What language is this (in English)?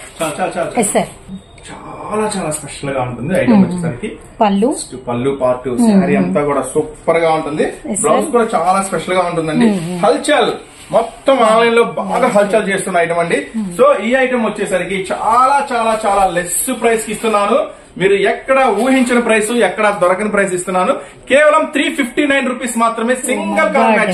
Telugu